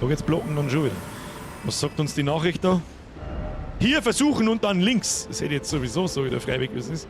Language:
Bavarian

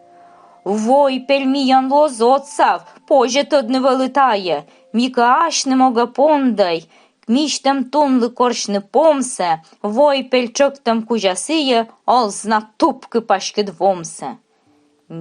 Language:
Komi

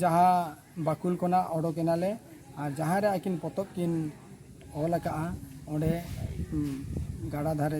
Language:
Santali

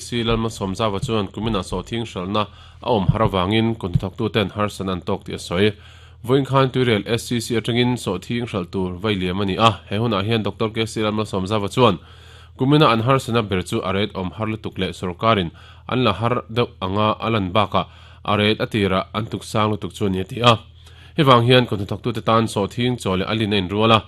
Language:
Mizo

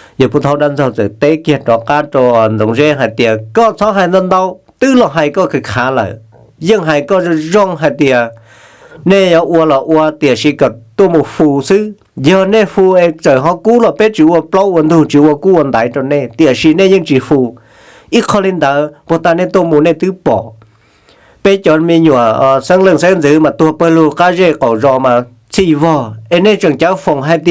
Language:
Hmong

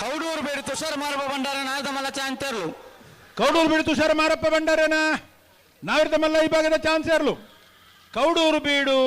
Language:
Tulu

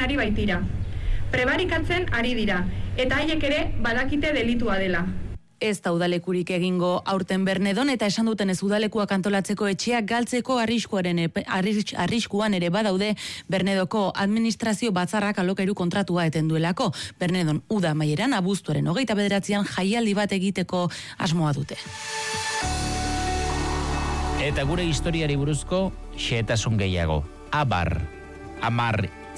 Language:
Basque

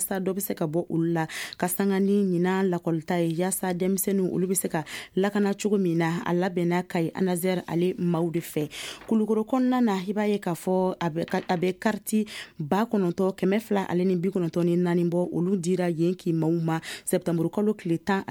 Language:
Bambara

